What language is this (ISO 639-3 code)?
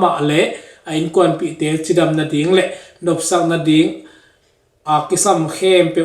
ctd